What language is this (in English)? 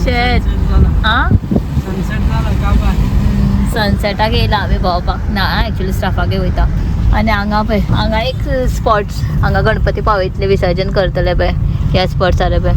Konkani